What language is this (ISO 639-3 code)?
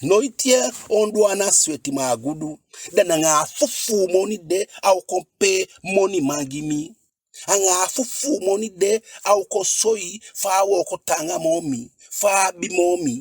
djk